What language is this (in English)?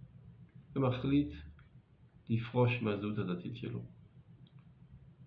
Hebrew